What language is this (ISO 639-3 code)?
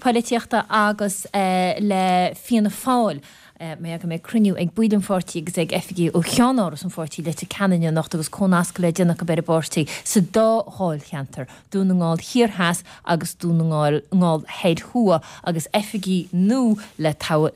gle